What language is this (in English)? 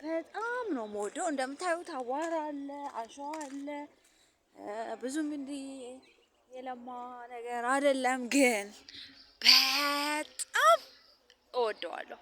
Amharic